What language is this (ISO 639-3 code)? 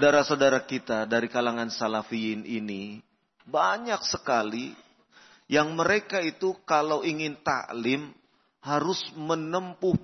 ind